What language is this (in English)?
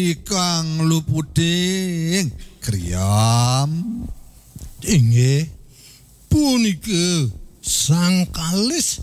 Balinese